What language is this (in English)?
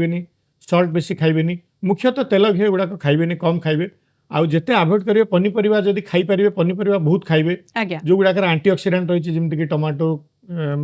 Odia